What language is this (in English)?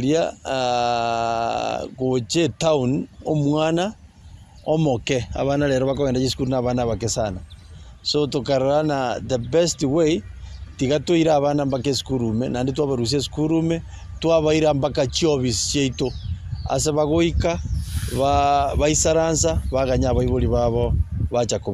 Gusii